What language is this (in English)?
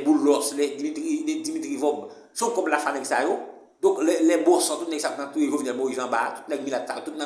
Haitian Creole